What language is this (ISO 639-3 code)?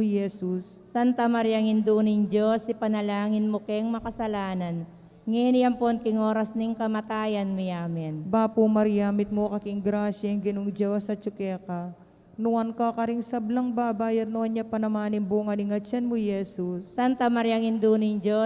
pam